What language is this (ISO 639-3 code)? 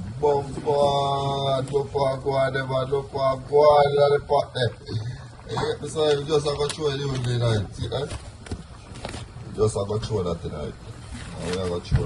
jam